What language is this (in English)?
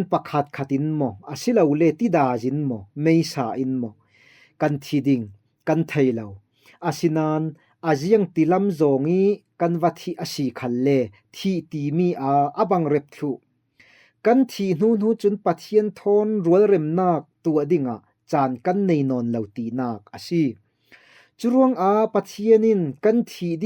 Falam Chin